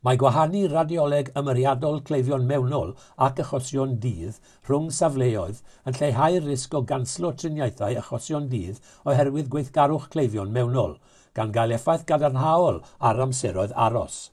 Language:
Welsh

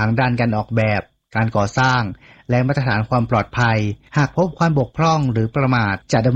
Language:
Thai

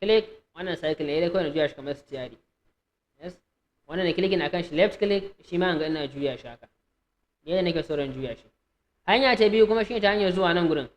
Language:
Hausa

